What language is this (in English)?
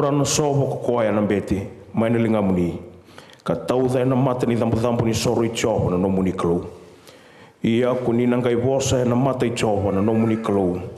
Fijian